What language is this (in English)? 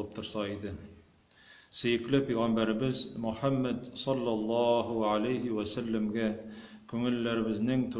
Tatar